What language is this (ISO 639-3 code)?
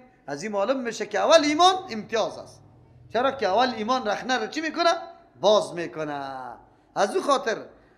fas